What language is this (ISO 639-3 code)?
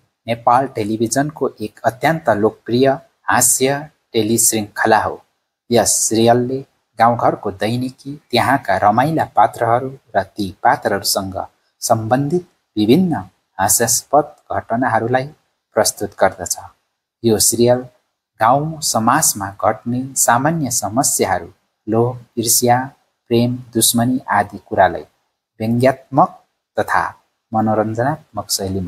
nep